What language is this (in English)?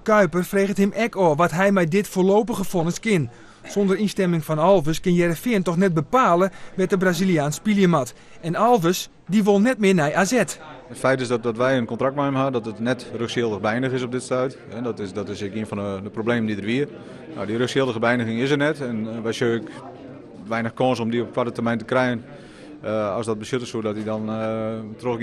Western Frisian